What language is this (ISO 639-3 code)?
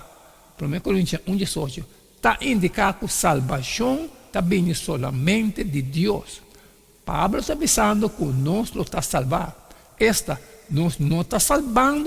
pap